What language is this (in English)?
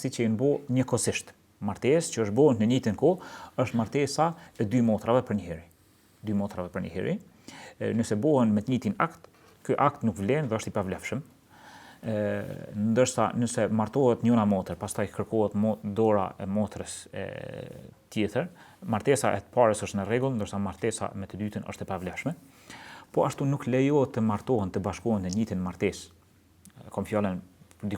Albanian